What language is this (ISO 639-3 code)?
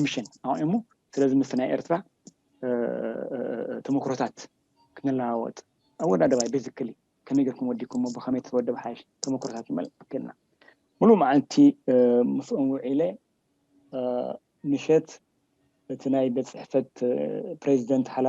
tir